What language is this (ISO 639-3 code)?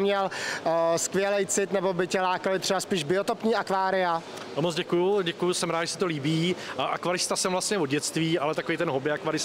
ces